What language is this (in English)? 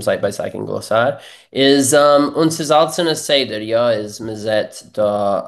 Yiddish